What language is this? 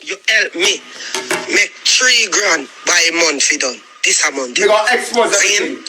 Jamaican Creole English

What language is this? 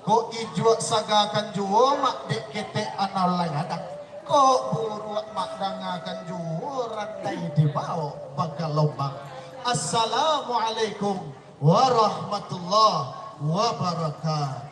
Minangkabau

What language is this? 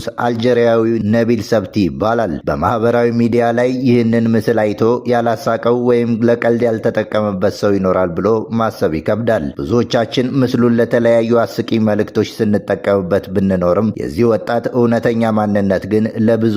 Amharic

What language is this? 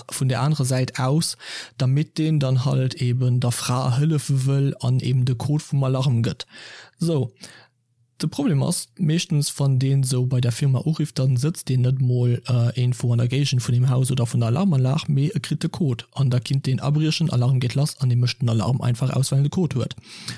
Luxembourgish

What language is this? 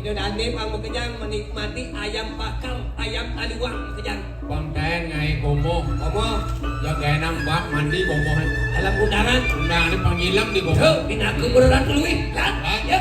Balinese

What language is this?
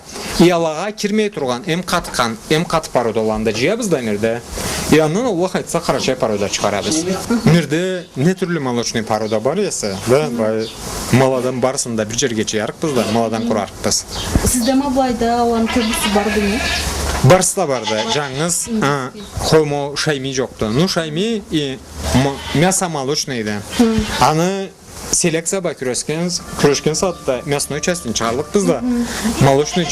Karachay-Balkar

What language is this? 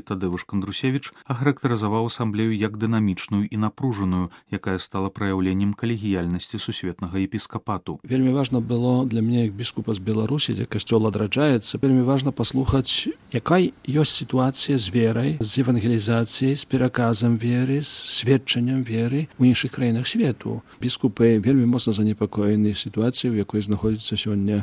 Belarusian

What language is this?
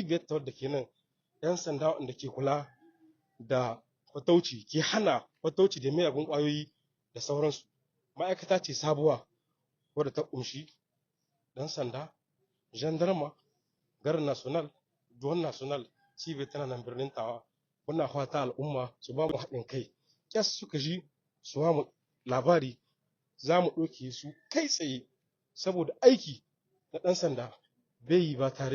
Hausa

